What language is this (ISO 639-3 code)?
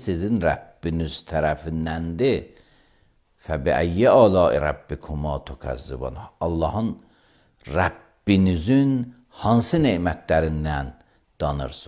aze